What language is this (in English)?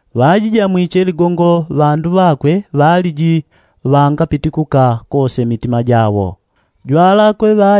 Yao